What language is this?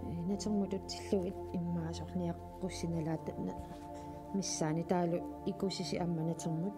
Kalaallisut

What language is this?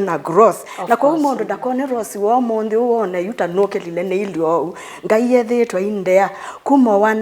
Kamba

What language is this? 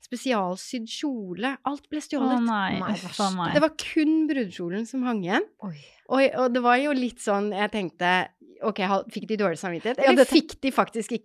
Norwegian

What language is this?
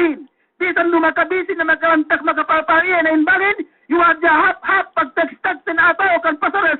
Yakan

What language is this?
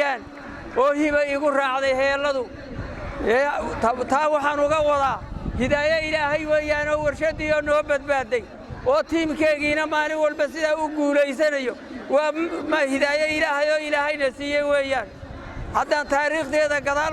Somali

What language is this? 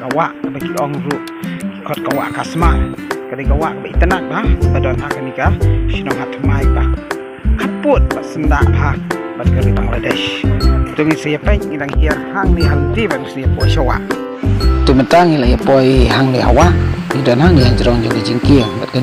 Khasi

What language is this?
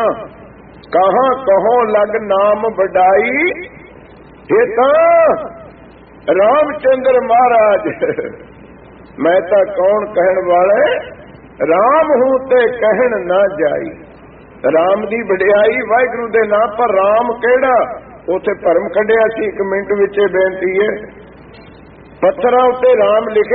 Punjabi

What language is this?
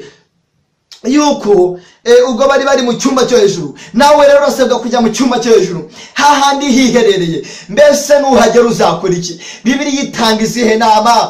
Kinyarwanda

